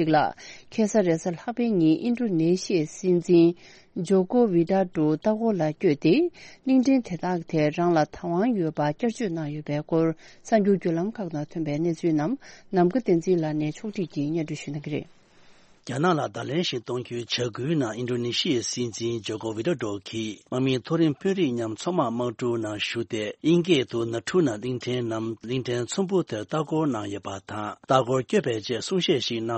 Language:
Tibetan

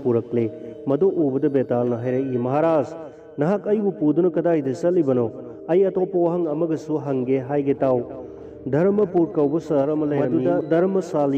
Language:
Manipuri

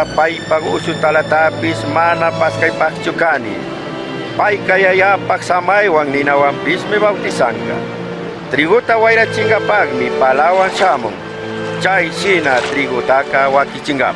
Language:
Chimborazo Highland Quichua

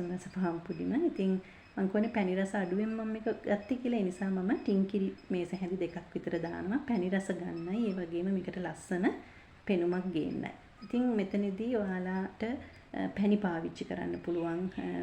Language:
Sinhala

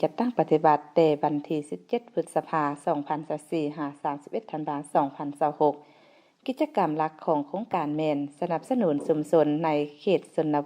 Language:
Lao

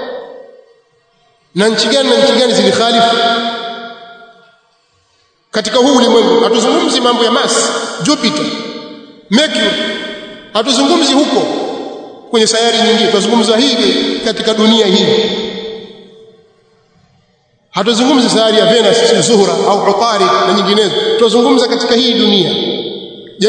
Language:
Swahili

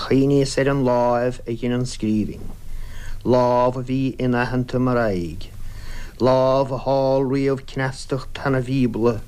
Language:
Irish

